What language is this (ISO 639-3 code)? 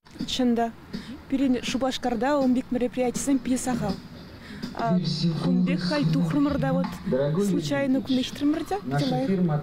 chv